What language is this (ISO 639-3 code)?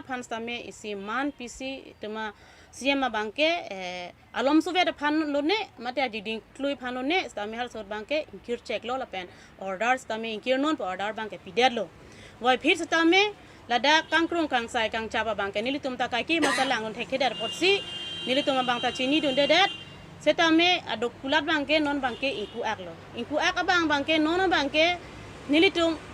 mjw